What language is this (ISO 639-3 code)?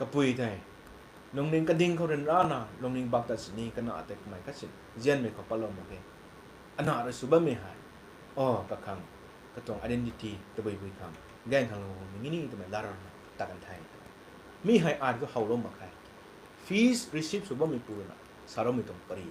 nbu